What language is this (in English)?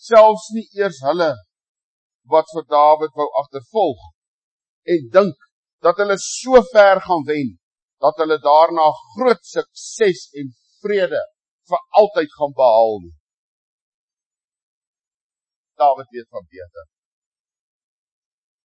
Afrikaans